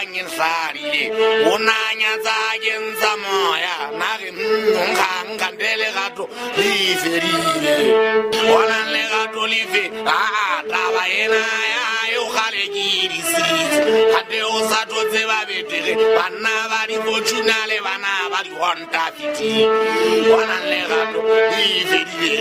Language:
Southern Sotho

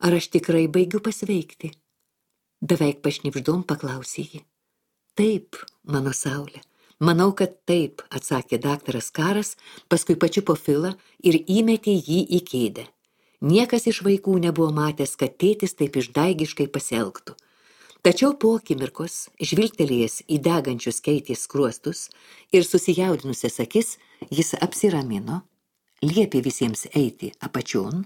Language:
Lithuanian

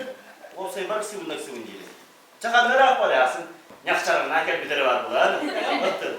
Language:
Yakut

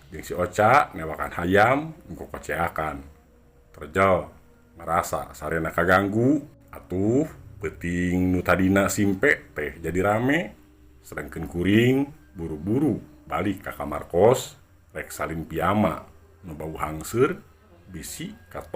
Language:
Sundanese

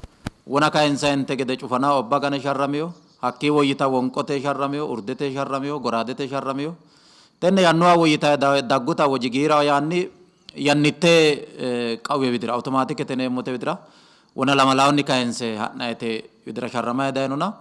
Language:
Sidamo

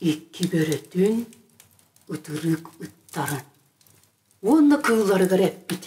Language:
Yakut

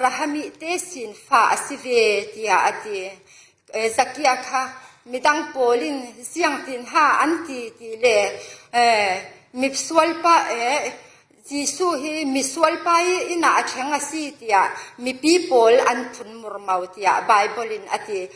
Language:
Falam Chin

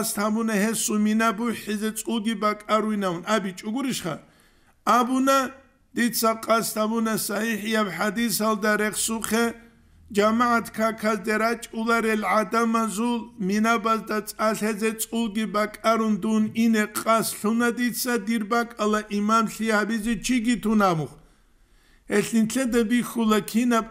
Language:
Avaric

